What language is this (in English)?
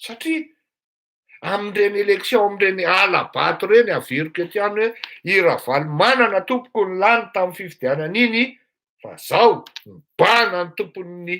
Malagasy